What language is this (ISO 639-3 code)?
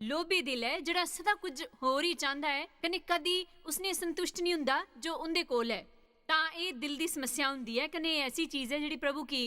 doi